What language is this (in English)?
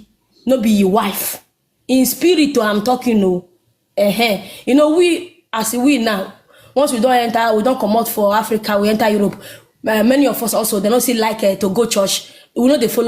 Nigerian Pidgin